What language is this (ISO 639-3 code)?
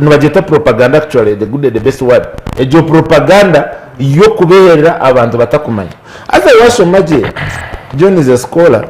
nyn